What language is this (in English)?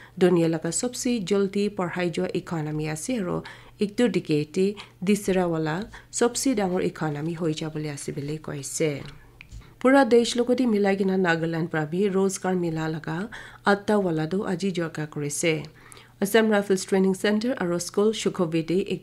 Naga Pidgin